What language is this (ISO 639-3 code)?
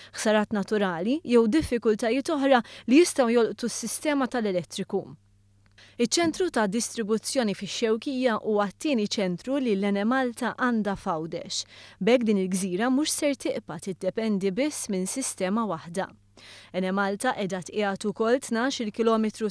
mlt